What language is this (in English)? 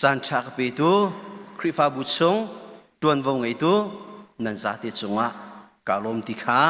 Hakha Chin